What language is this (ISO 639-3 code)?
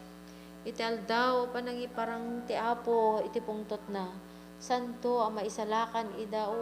ilo